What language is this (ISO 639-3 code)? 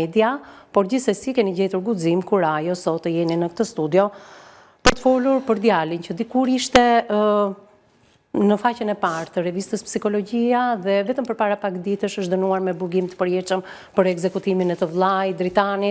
sqi